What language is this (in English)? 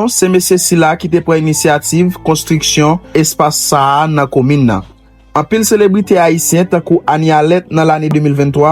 Haitian Creole